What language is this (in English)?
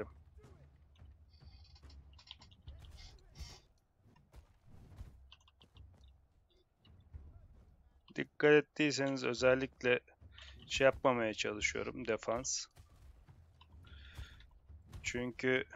Turkish